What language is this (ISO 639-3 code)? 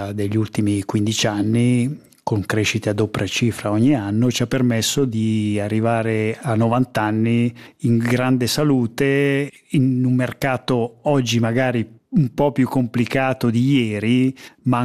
ita